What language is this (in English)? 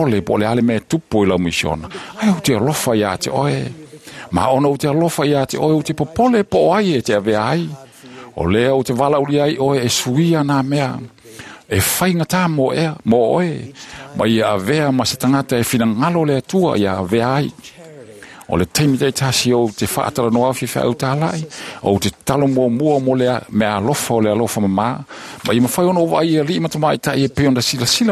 Samoan